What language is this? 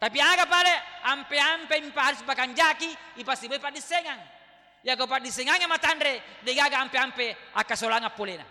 Buginese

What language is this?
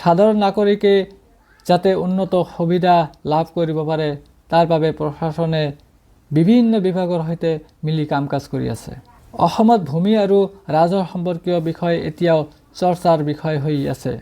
Assamese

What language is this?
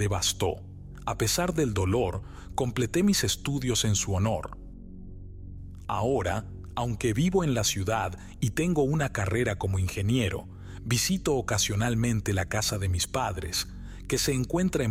Spanish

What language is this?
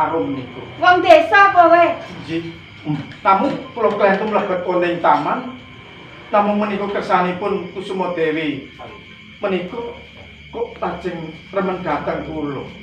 Javanese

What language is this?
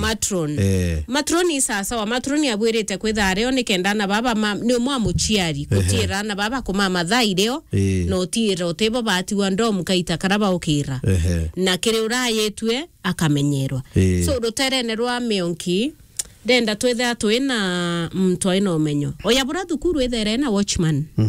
Meru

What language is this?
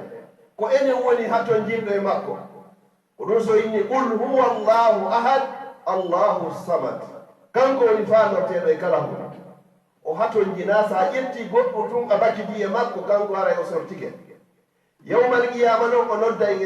Fula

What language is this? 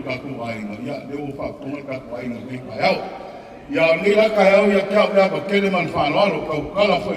Samoan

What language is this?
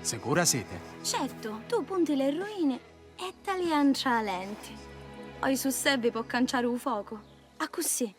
Sicilian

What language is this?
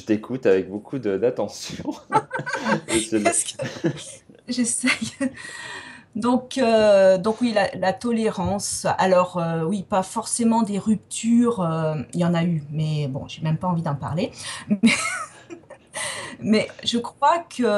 French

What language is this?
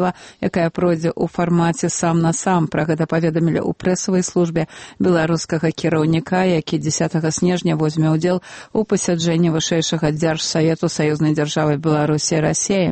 Belarusian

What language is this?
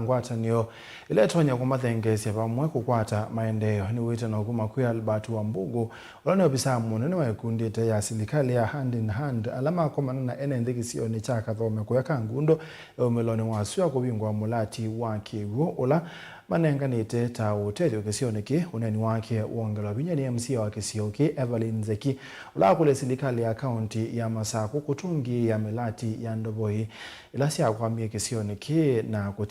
Kamba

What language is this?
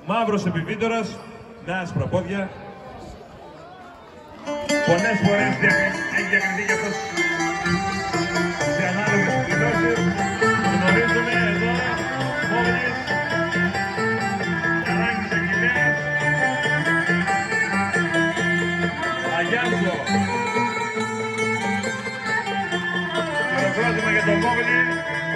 Greek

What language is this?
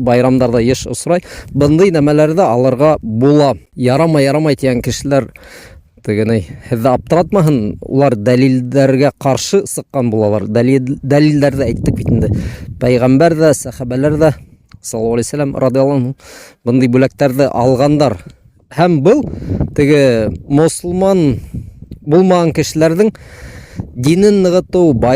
Bashkir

